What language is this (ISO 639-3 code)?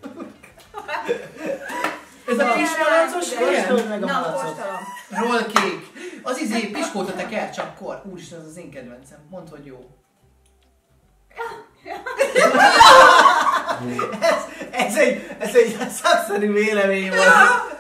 hun